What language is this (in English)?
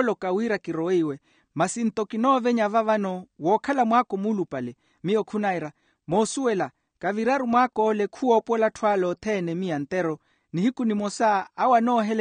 Makhuwa